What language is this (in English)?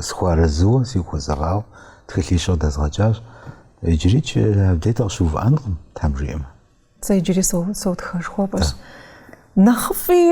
Kabardian